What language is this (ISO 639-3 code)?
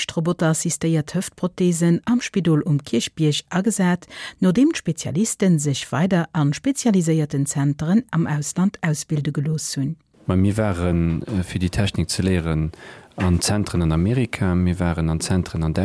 ltz